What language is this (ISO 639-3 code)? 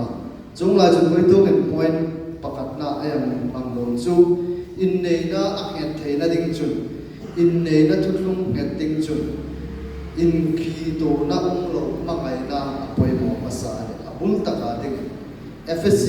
hmr